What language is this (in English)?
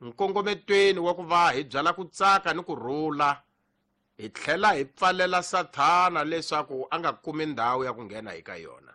Tsonga